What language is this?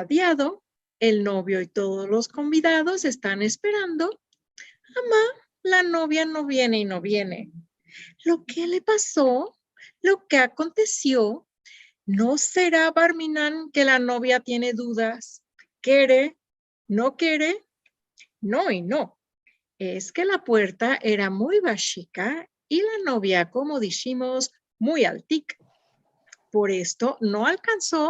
Ladino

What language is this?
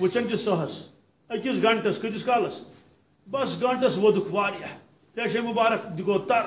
Kashmiri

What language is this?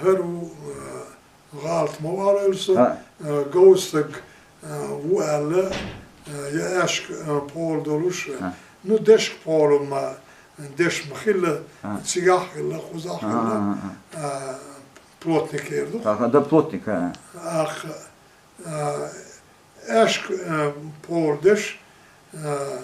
Chechen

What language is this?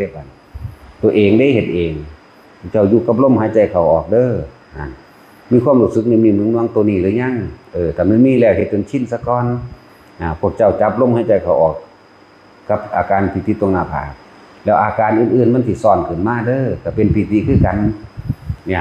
Northeastern Thai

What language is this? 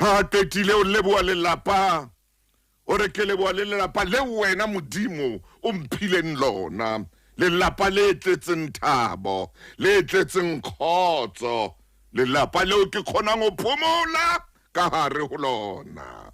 Southern Sotho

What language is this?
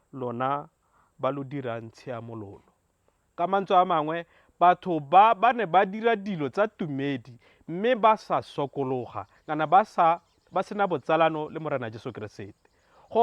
Tswana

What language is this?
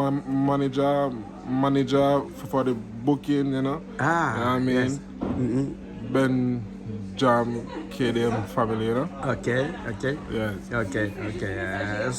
Réunion Creole French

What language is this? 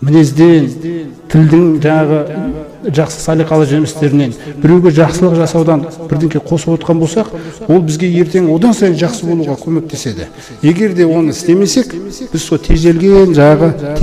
Kazakh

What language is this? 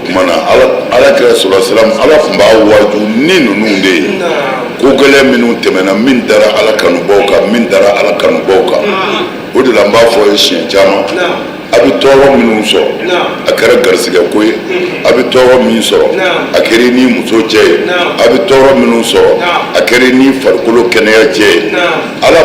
Bambara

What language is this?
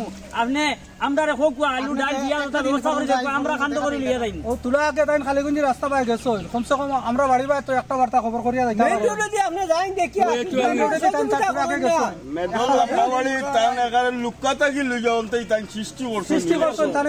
Sylheti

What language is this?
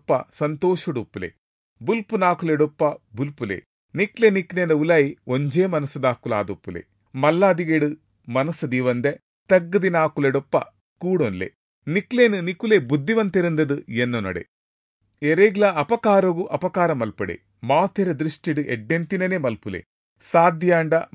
Tulu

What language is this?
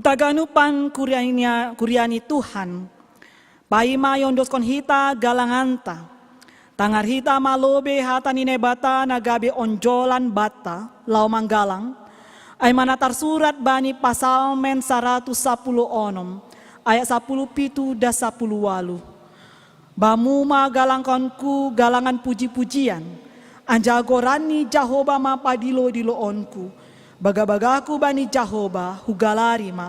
Batak Simalungun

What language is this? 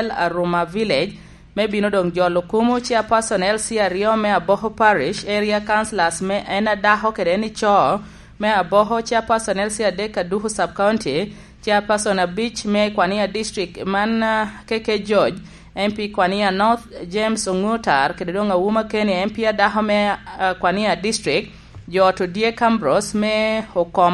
Lango (Uganda)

